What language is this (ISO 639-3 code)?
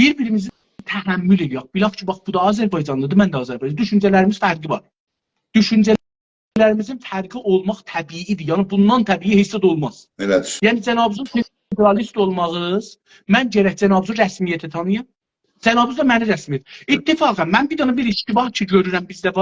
azb